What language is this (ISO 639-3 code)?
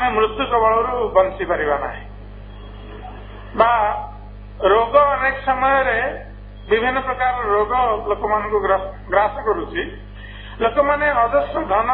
ori